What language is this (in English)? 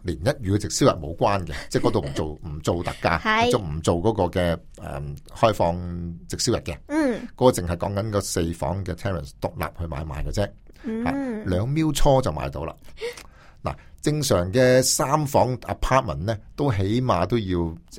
Cantonese